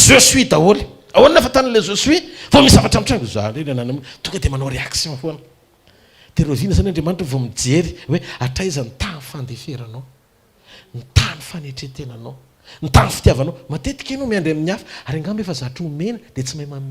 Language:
Malagasy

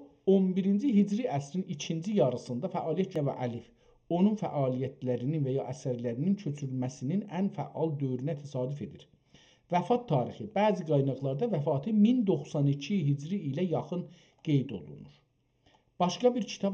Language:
South Azerbaijani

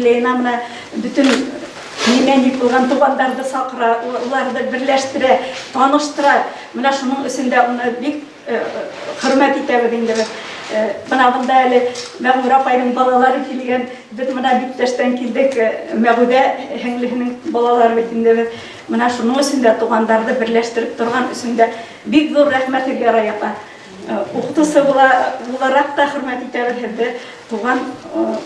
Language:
Bashkir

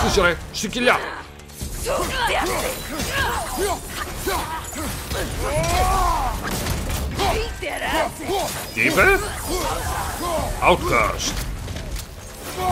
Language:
Greek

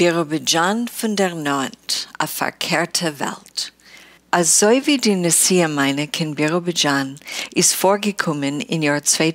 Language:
Yiddish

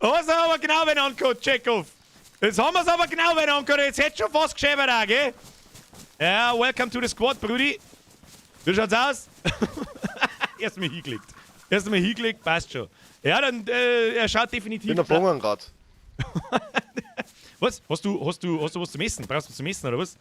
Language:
Bavarian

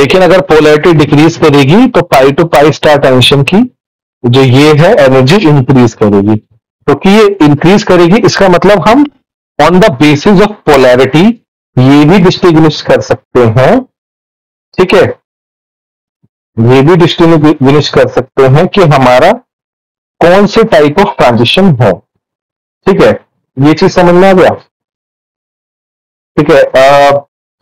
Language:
Hindi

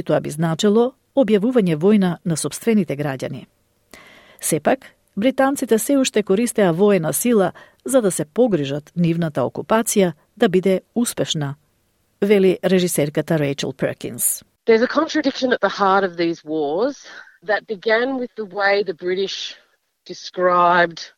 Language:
Macedonian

